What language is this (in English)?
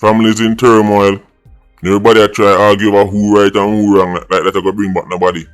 Jamaican Creole English